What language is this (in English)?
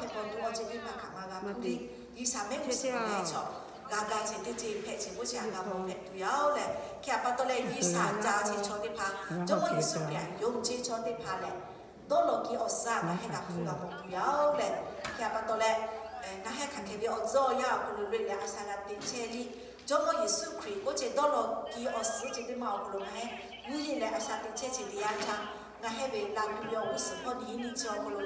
Lahu